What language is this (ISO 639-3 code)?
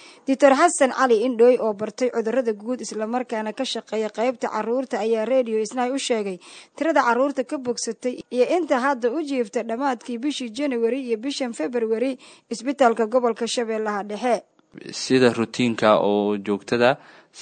som